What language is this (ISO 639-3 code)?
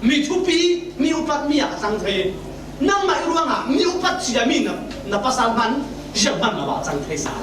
cfm